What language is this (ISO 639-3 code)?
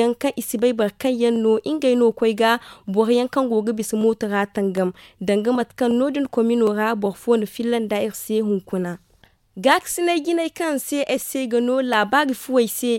dje